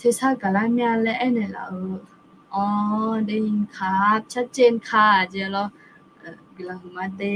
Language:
Akha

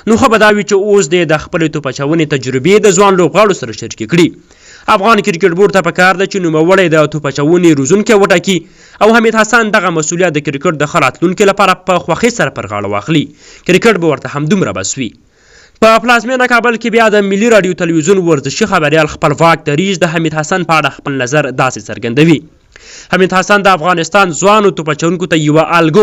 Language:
Pashto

